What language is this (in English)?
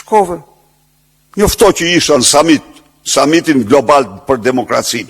Albanian